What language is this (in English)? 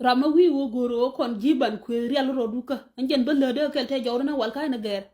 Nuer